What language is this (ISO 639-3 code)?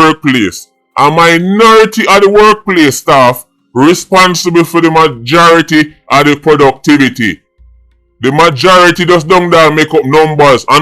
jam